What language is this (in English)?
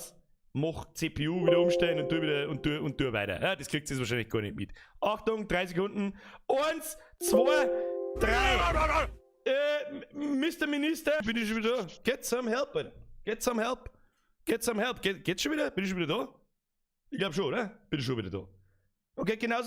Bavarian